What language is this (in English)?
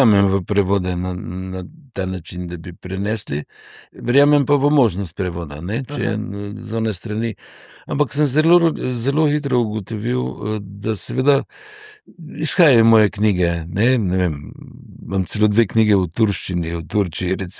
Slovenian